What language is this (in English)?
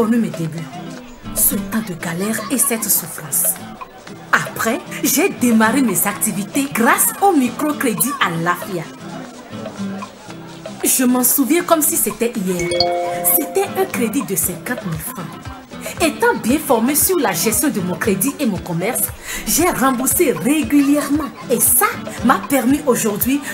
French